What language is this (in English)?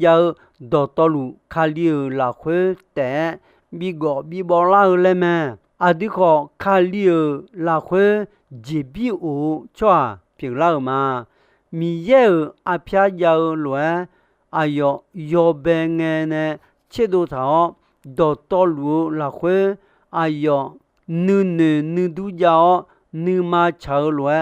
Akha